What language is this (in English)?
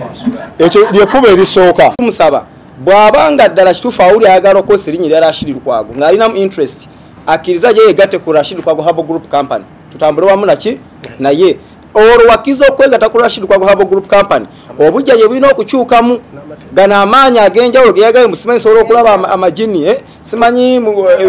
Ganda